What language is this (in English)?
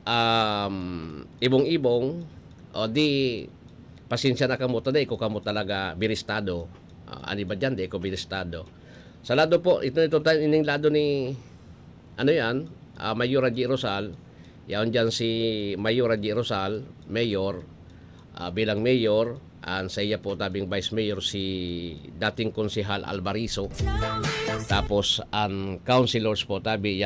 Bikol